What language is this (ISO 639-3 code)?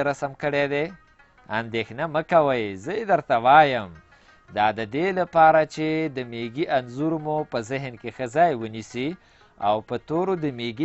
pus